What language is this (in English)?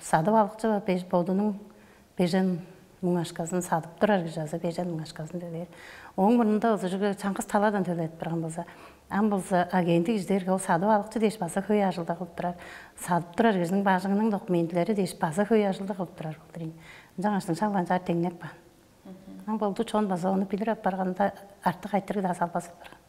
Tuvinian